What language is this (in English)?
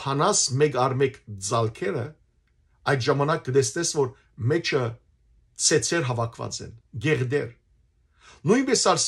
Western Armenian